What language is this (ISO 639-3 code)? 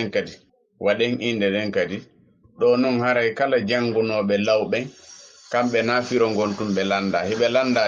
ful